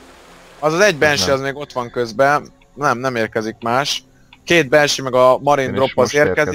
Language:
Hungarian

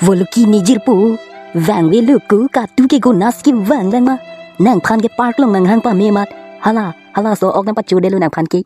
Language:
Karbi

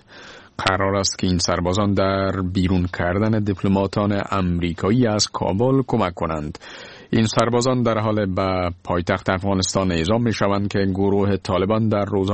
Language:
Persian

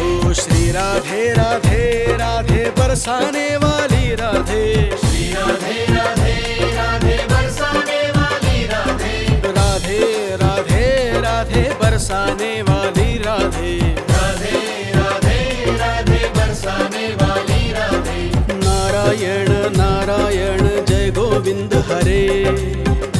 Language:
Hindi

